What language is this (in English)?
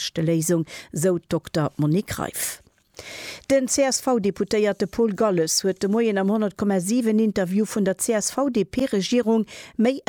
Luxembourgish